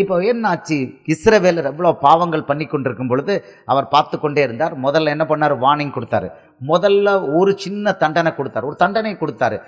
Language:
Tamil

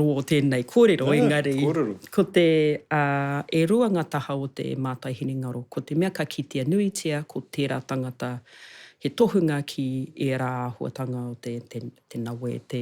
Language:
Māori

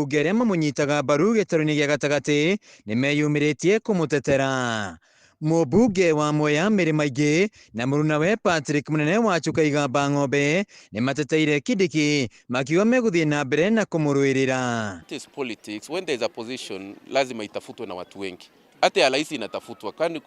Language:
Kikuyu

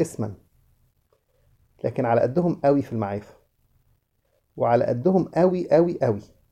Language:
Egyptian Arabic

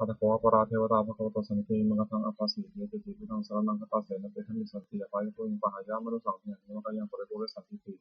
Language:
Pali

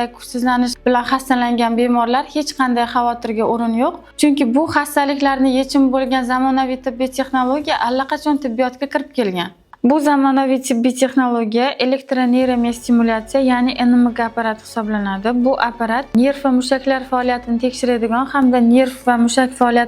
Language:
Uzbek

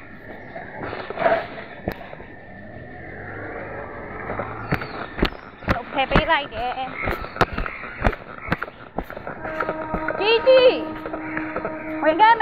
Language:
Burmese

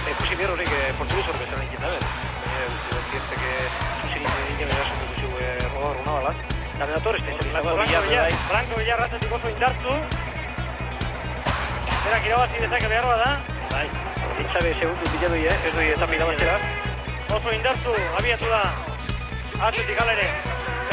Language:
Basque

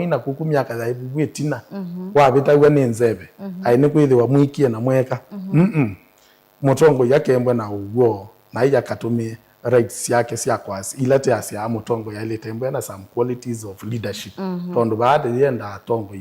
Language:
Kamba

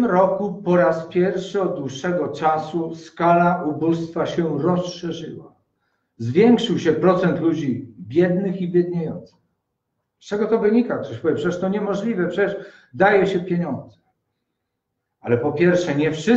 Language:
Polish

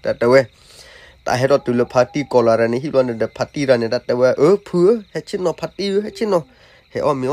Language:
S'gaw Karen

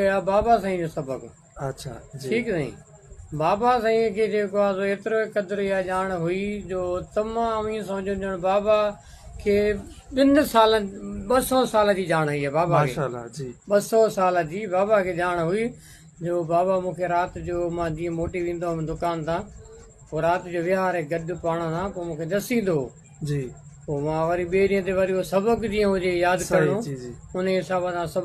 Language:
Sindhi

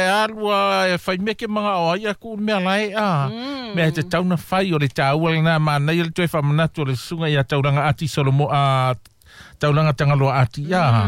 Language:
Samoan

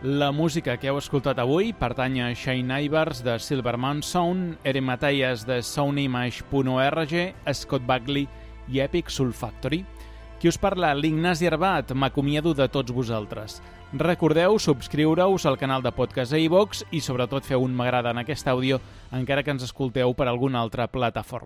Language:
Catalan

